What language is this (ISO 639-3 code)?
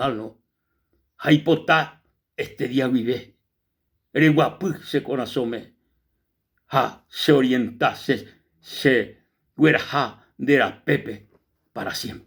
grn